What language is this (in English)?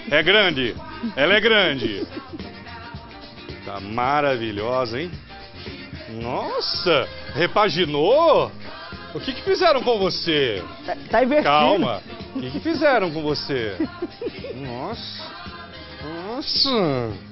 Portuguese